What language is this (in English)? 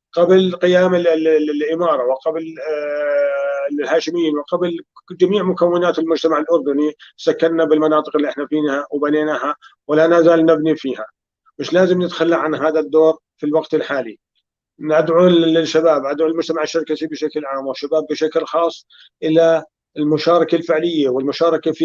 North Levantine Arabic